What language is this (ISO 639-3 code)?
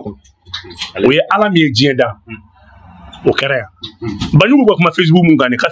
bam